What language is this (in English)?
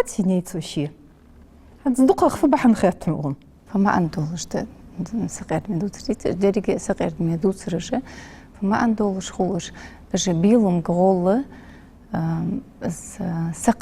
Ingush